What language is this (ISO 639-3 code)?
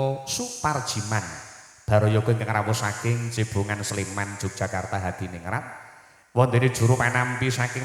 jav